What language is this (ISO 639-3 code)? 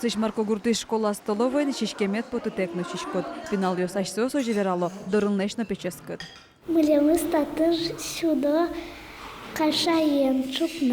udm